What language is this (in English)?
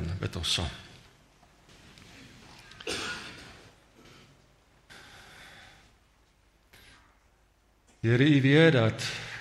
Afrikaans